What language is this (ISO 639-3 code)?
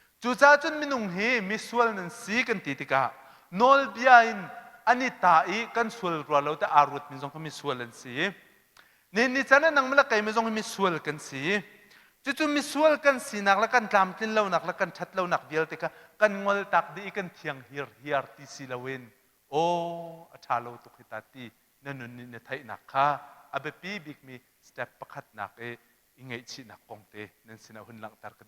cnh